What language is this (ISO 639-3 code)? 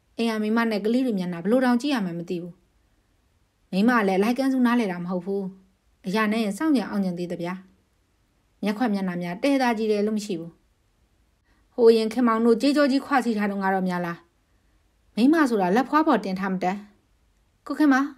mya